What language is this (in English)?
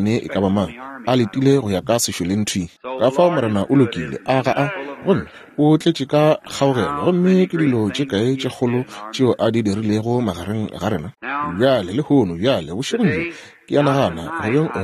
Northern Sotho